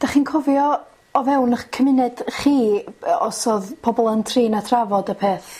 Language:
Welsh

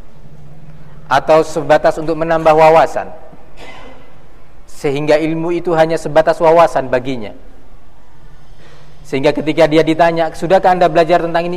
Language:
Indonesian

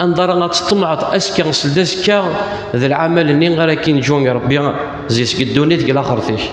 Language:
Kabyle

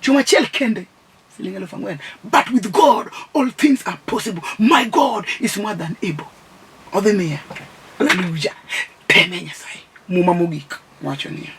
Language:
Luo (Kenya and Tanzania)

